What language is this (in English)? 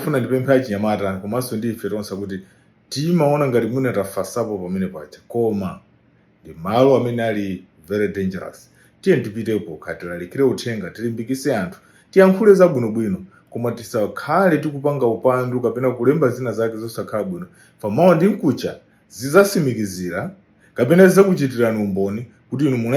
Nyanja